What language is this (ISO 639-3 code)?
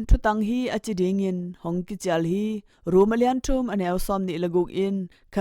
ctd